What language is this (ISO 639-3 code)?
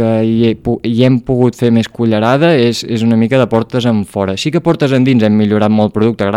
cat